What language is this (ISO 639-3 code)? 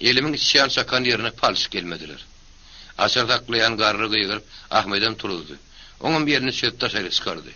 tuk